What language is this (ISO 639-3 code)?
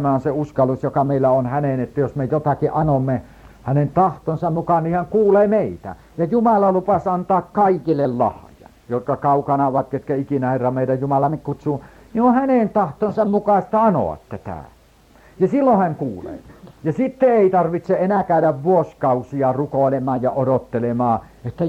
fin